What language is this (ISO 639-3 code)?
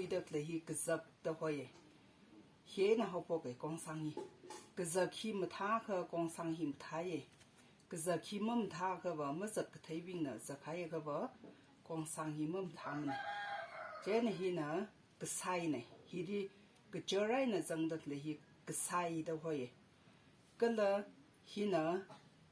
nmf